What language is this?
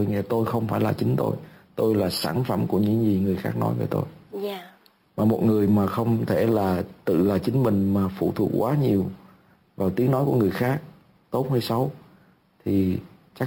Vietnamese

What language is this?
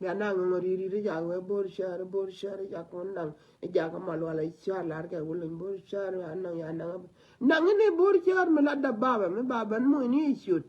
Nuer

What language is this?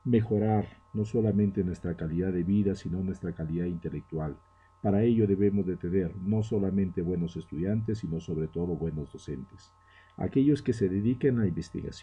Spanish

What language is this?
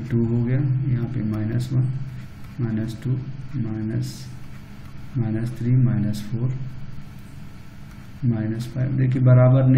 Hindi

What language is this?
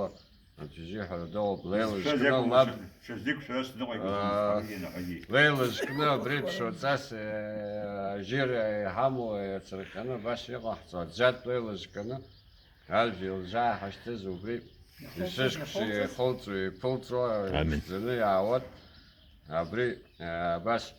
Abkhazian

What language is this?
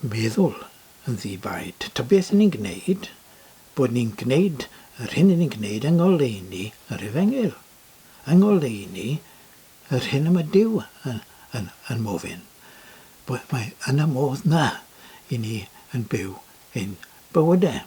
Welsh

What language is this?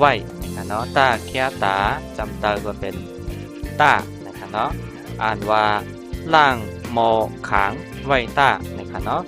Shan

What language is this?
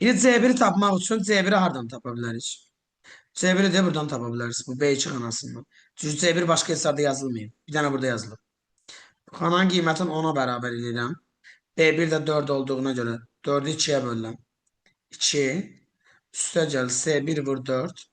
Azerbaijani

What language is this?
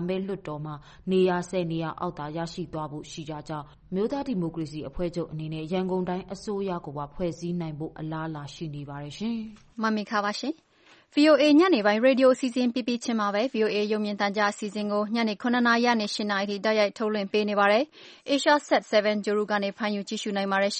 Burmese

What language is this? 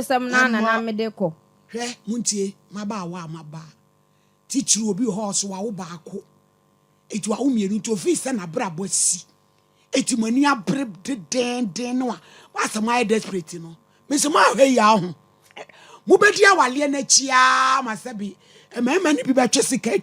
Akan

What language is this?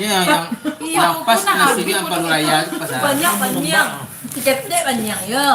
Minangkabau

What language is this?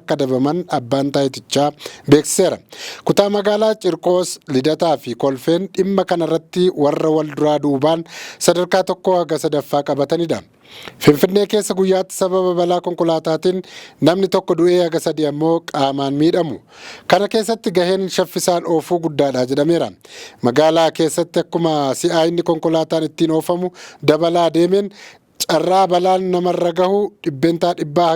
Oromo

